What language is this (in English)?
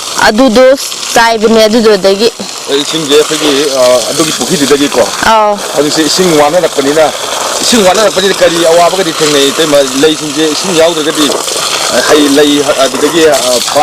Manipuri